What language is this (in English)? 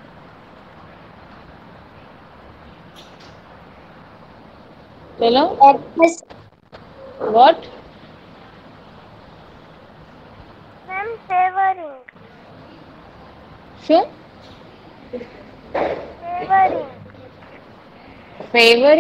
Gujarati